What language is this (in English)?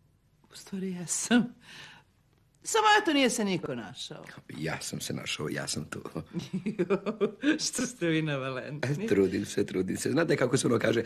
Serbian